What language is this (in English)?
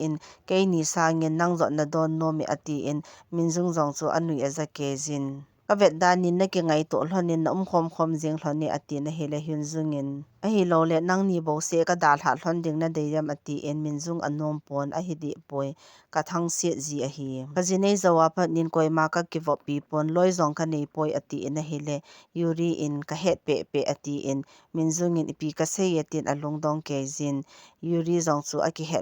Thado Chin